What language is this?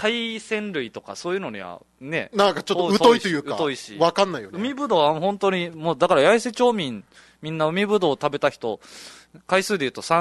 Japanese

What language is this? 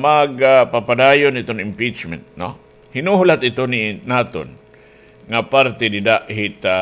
Waray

